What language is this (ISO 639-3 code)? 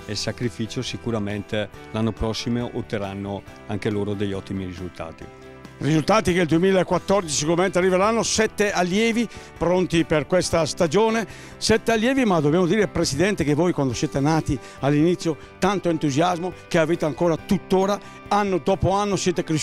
ita